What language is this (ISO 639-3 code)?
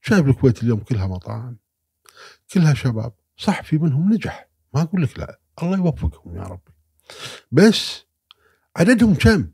afb